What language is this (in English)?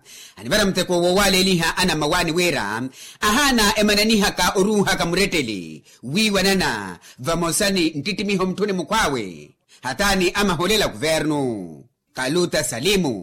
Makhuwa